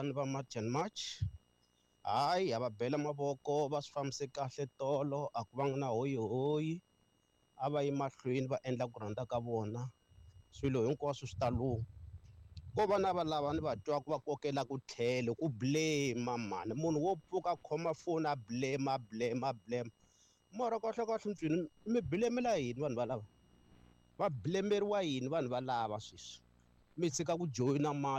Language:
Tsonga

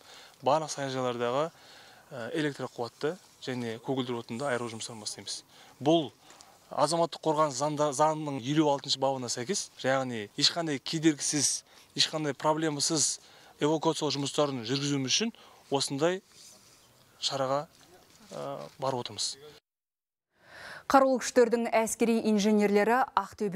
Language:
Kazakh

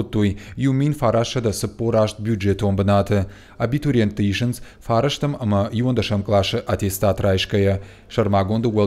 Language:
Ossetic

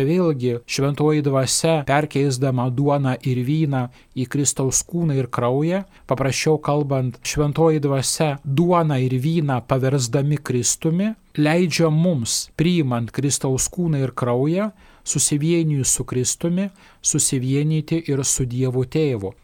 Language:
Lithuanian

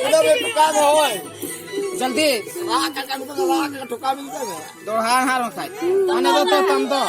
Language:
Santali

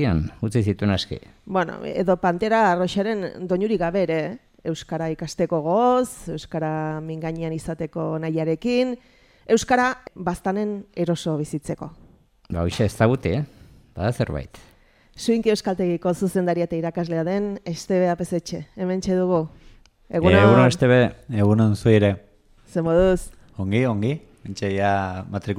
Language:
Basque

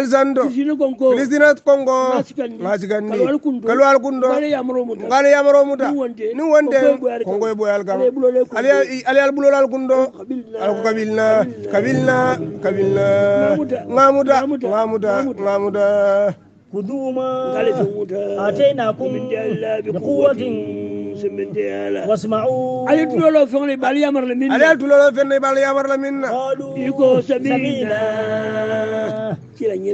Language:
Hausa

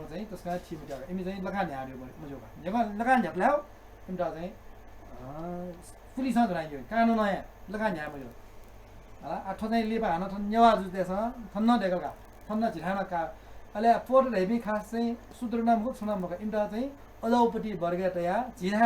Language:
Newari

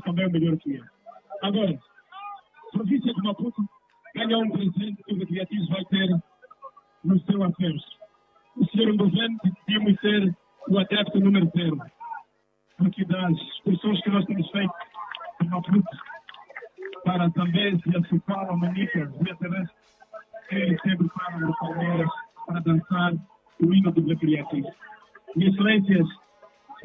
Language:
Portuguese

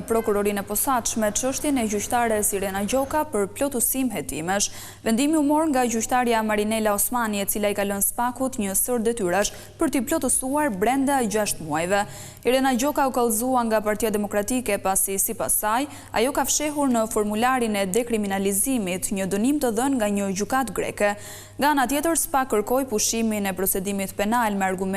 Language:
Albanian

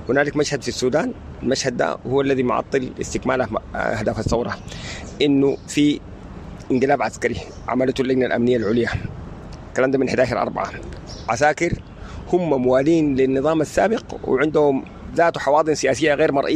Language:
Sudanese Arabic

